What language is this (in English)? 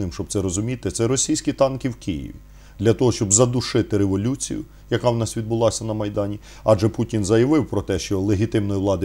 Ukrainian